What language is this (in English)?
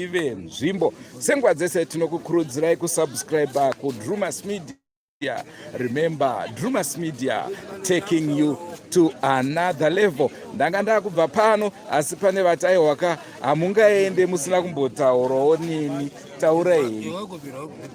Shona